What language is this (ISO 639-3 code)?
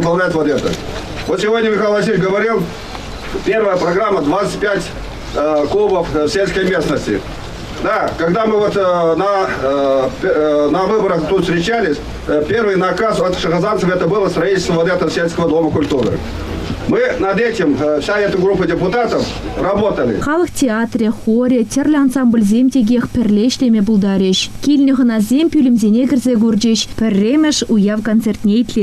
chv